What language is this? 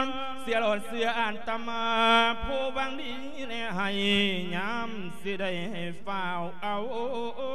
Lao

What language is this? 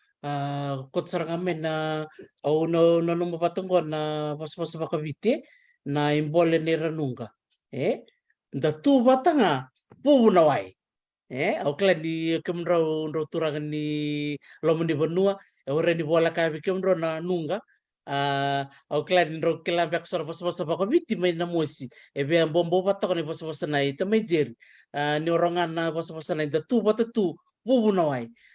Fijian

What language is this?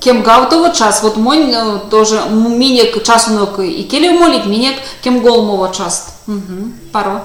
Erzya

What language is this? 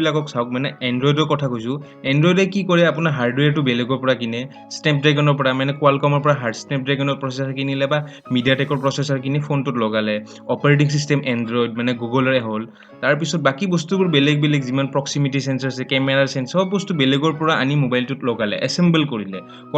Assamese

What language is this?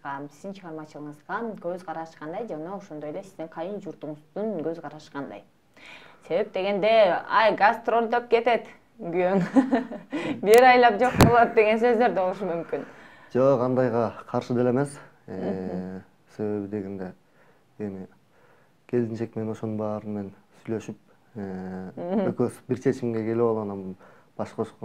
Kyrgyz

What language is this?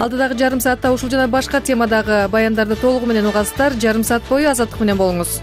Kyrgyz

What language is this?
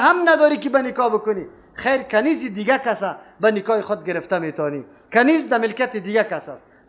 Persian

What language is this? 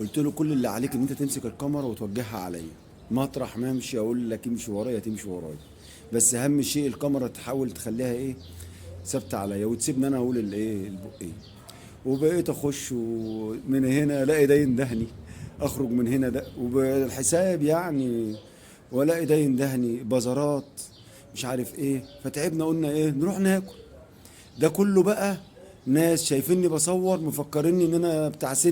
Egyptian Arabic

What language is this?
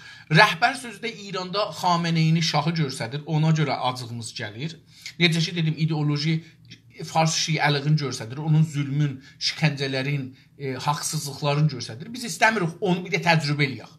South Azerbaijani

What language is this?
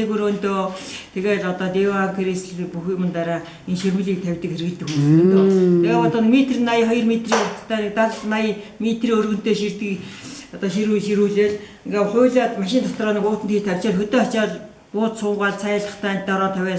Mongolian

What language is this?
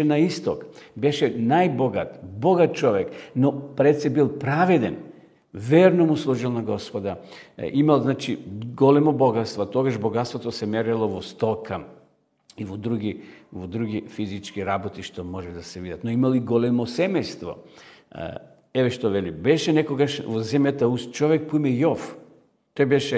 Macedonian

